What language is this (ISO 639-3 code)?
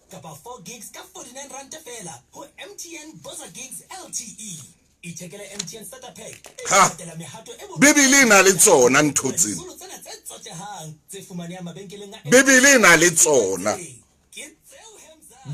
sot